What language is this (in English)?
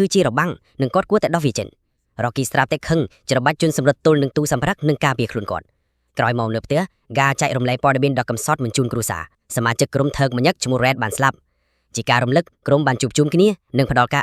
Khmer